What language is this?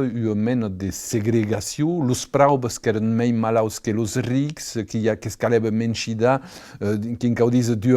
Occitan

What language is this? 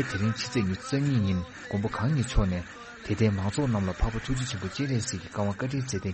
Tibetan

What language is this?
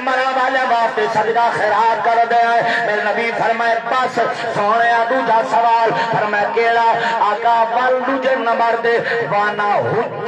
Saraiki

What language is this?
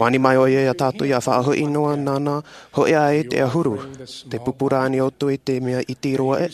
Tahitian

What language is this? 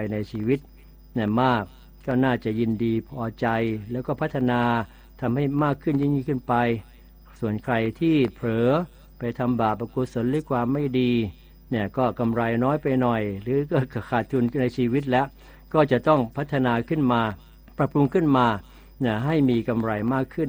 Thai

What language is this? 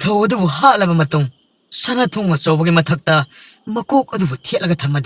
Manipuri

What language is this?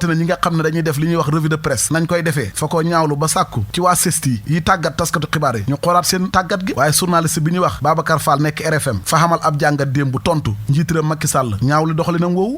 Wolof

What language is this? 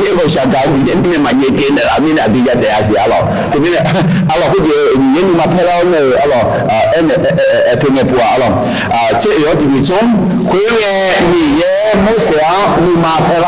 Akha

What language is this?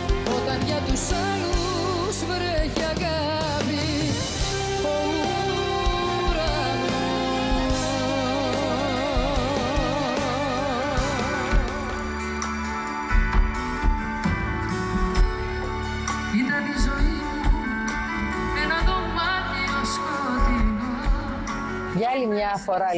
Greek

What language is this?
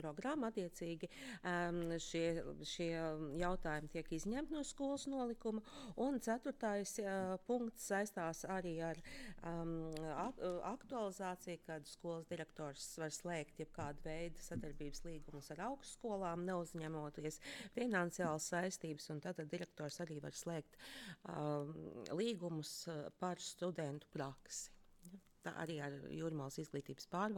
Latvian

